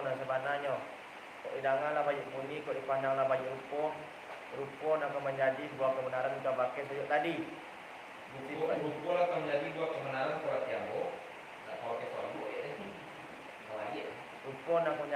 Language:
Minangkabau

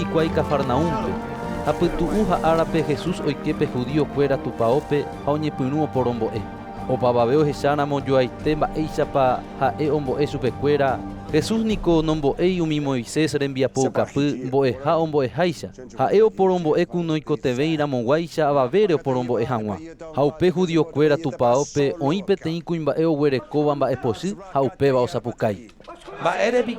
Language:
Guarani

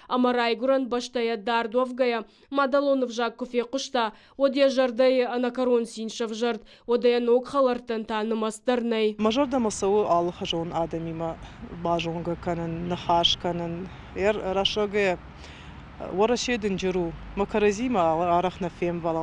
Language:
Ossetic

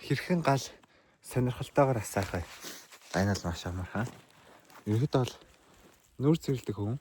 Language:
Mongolian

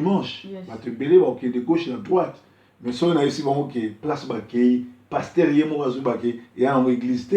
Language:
Lingala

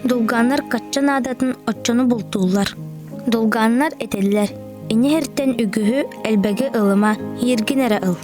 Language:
Yakut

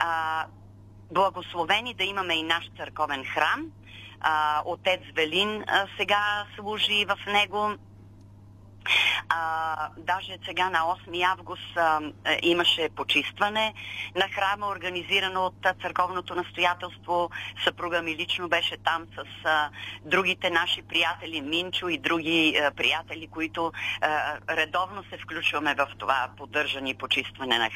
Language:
Bulgarian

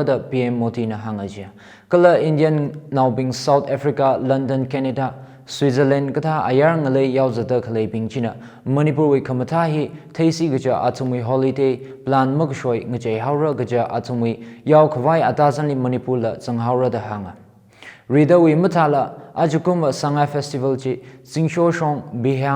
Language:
Tangkhul Naga (India)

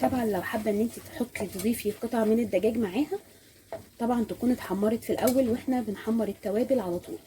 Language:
Egyptian Arabic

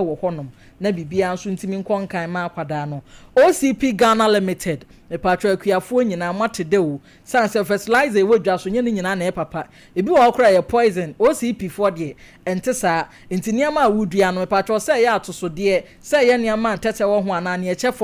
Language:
Akan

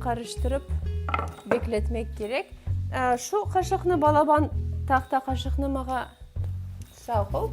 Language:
Crimean Tatar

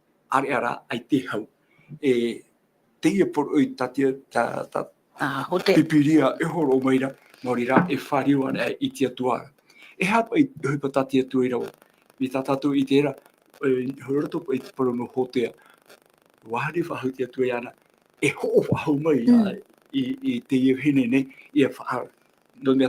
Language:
Tahitian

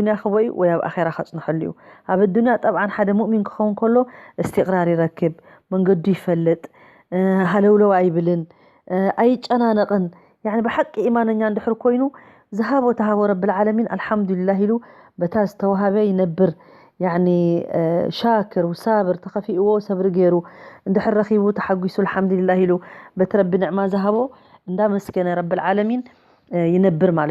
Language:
Tigrinya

